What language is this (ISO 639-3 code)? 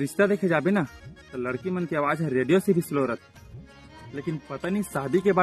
hne